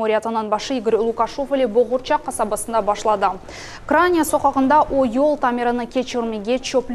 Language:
Crimean Tatar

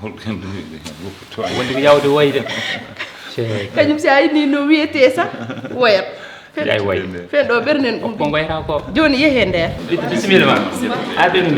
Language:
Fula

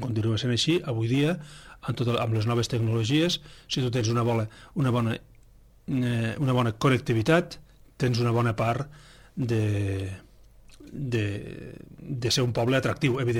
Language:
Catalan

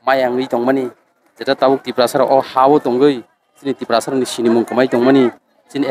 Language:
Kok Borok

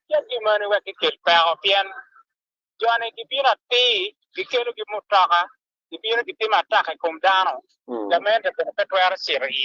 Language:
Acoli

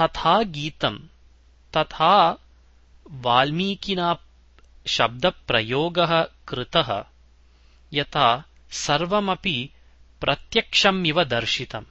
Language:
Sanskrit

